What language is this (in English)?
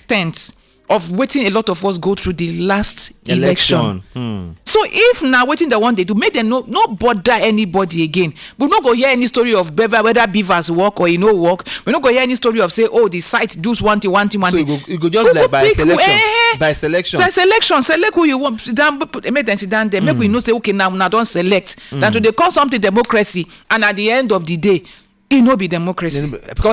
Nigerian Pidgin